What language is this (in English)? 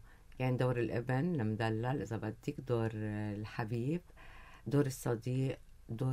North Levantine Arabic